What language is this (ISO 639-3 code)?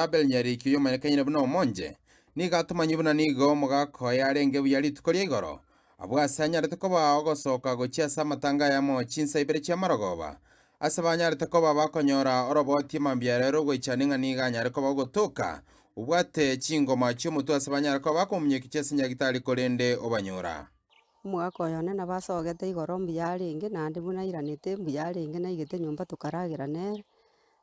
guz